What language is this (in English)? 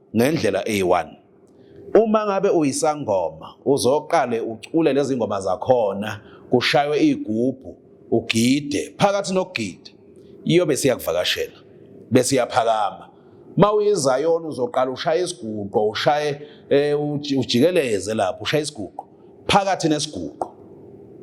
Zulu